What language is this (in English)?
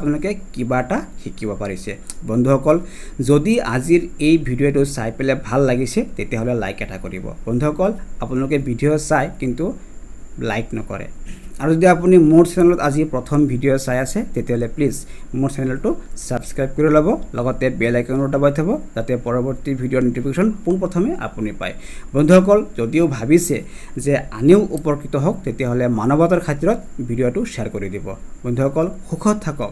Assamese